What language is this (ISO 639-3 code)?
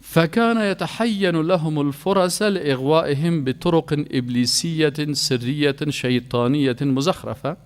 fas